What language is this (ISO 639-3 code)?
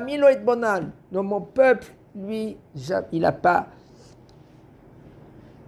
fra